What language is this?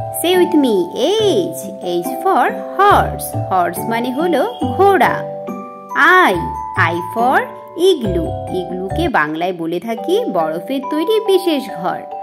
Bangla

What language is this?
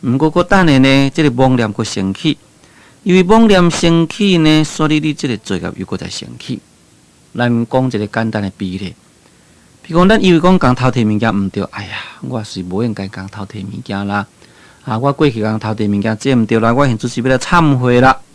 Min Nan Chinese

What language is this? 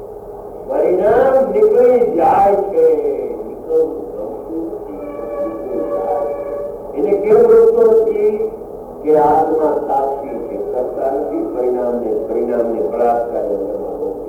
Gujarati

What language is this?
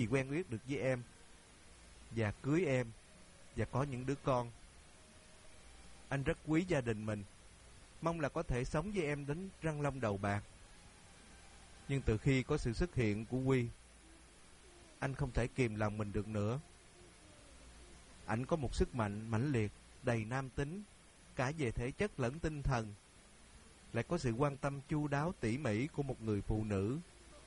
Vietnamese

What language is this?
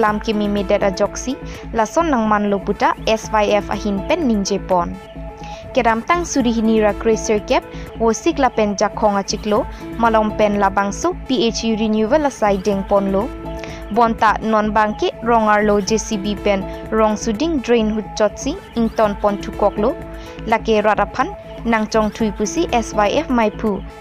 Karbi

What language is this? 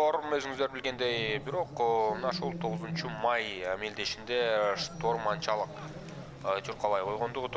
Kyrgyz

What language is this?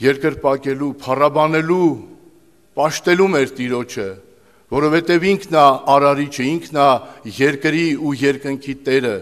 Armenian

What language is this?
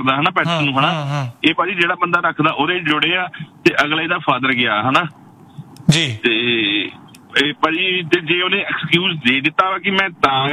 Punjabi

